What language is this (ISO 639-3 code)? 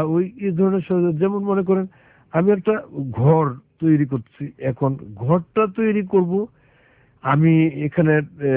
ben